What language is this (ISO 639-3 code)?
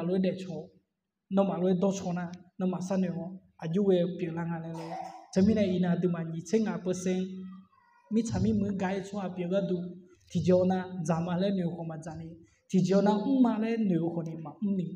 ahk